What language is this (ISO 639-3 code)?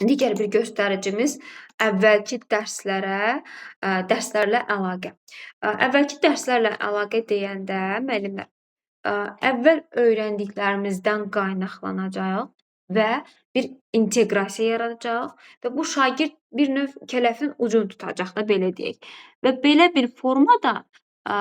aze